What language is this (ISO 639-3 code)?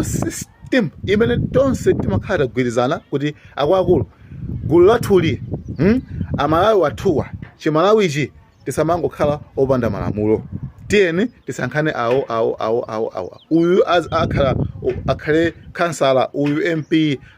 nya